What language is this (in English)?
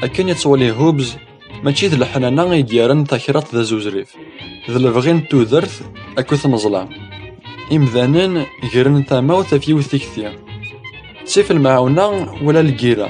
Kabyle